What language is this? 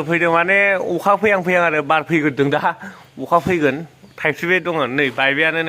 Bodo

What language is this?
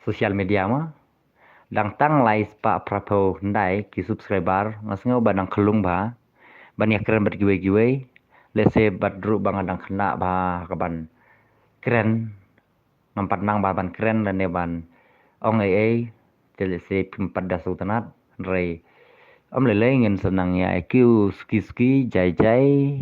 Khasi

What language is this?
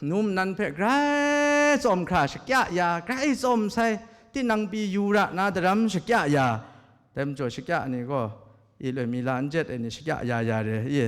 Kachin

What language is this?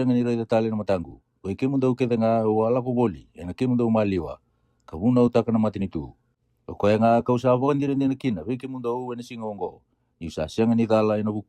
Fijian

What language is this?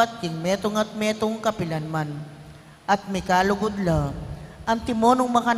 Pampanga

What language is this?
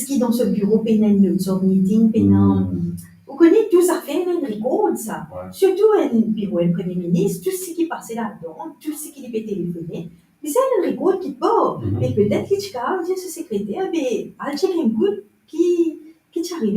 Morisyen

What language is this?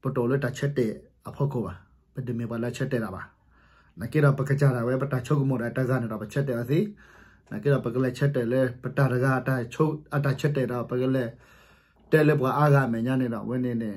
S'gaw Karen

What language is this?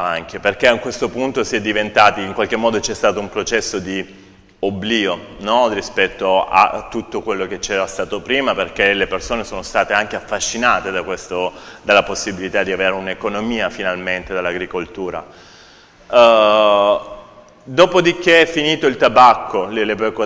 Italian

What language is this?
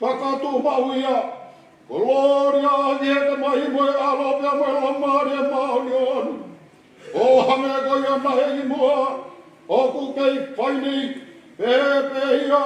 Tongan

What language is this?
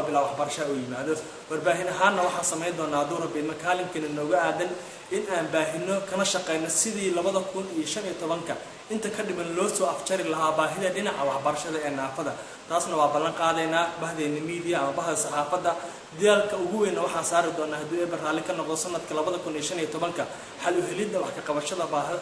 Somali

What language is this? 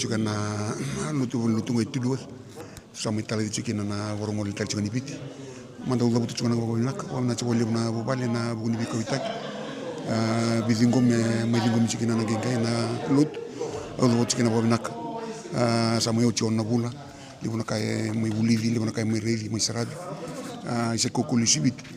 Fijian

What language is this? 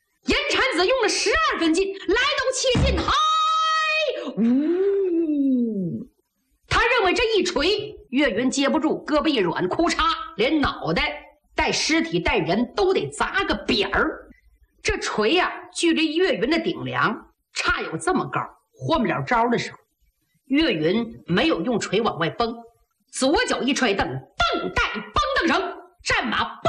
Chinese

